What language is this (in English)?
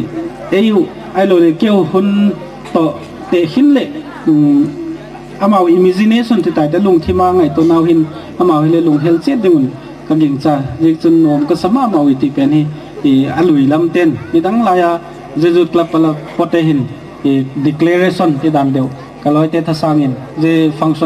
Gangte